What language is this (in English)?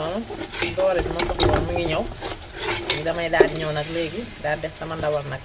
Wolof